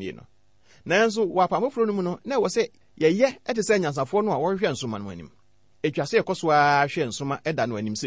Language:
Akan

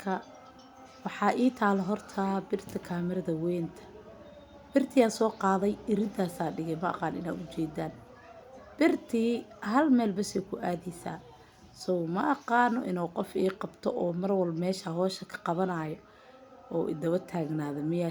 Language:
Somali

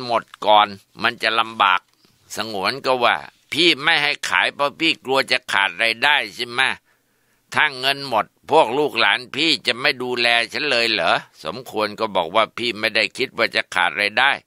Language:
Thai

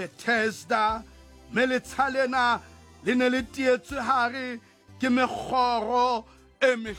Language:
Southern Sotho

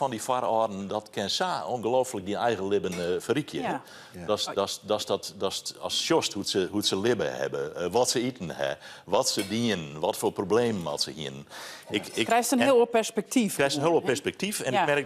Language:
Western Frisian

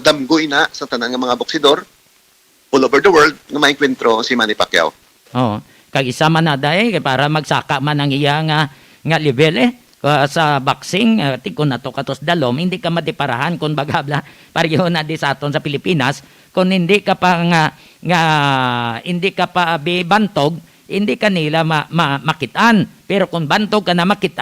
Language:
Hiligaynon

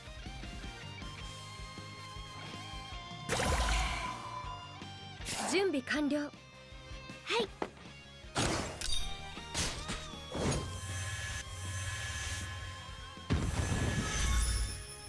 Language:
Japanese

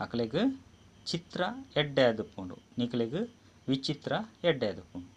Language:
Tulu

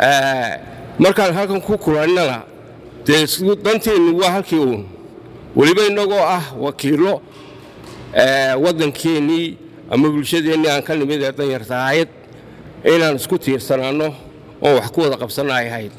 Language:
Somali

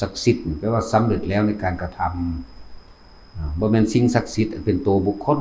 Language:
Northeastern Thai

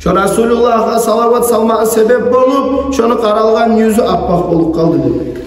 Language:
Kumyk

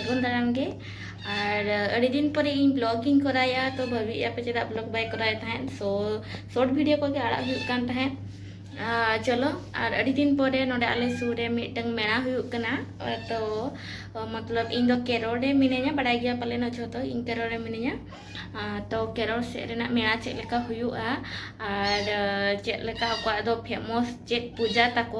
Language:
Santali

